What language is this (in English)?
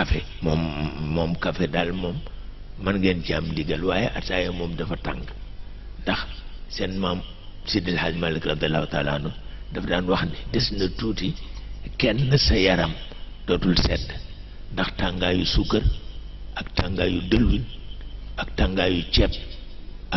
Wolof